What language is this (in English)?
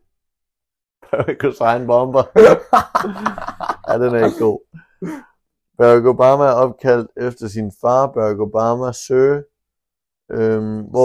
Danish